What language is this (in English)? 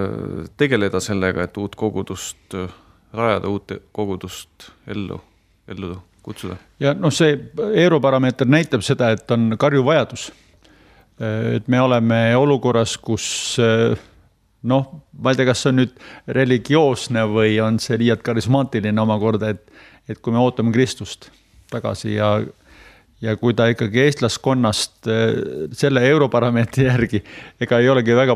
Estonian